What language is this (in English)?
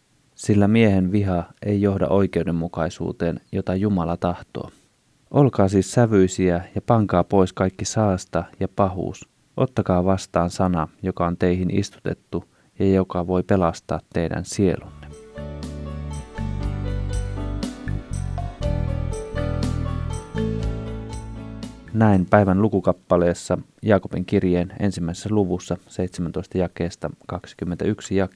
Finnish